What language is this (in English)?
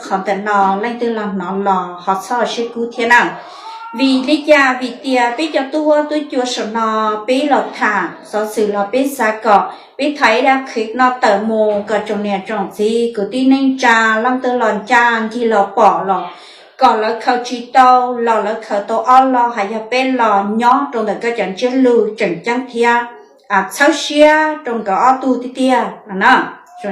Hmong